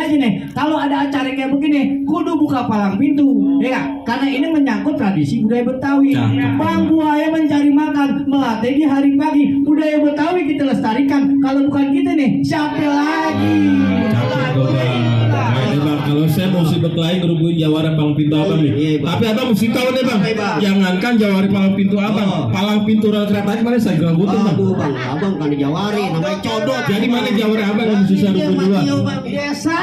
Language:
Betawi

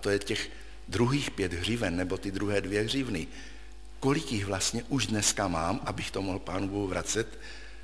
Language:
Czech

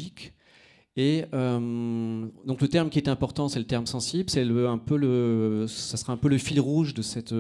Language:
French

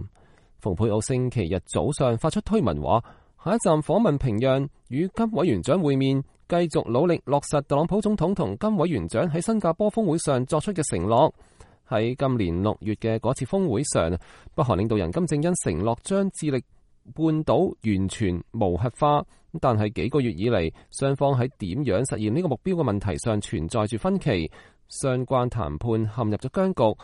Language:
Cantonese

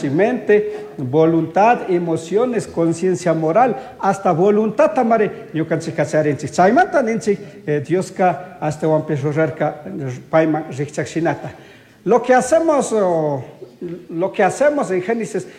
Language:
Chimborazo Highland Quichua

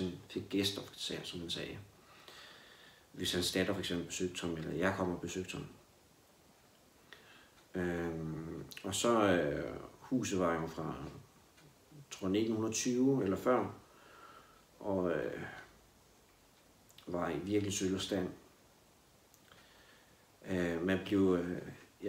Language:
Danish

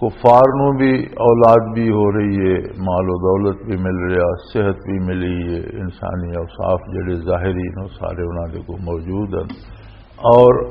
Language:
Western Panjabi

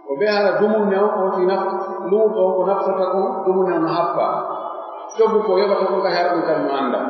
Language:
Pular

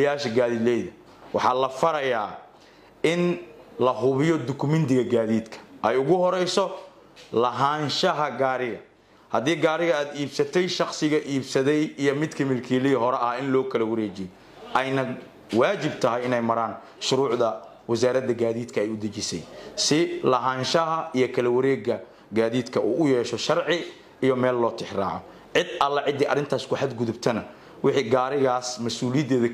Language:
Somali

